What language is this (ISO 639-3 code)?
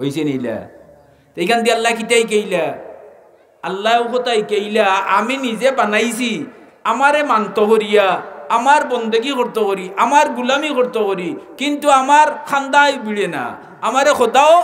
syl